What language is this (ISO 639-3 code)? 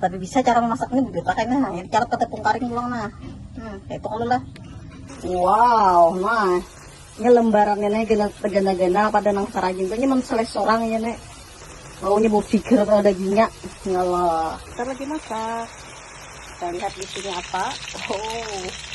bjn